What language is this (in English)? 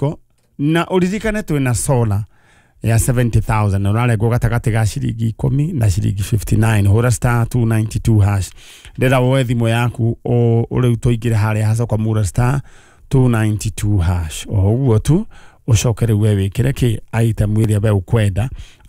Kikuyu